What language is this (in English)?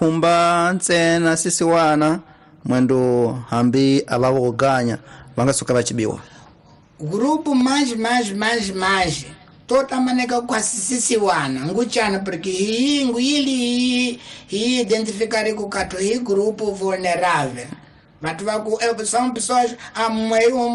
Tsonga